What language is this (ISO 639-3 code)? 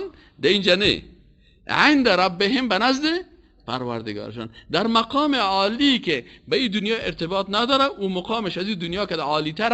fas